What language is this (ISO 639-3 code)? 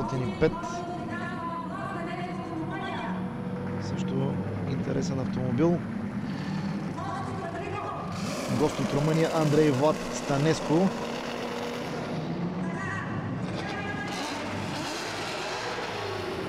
bul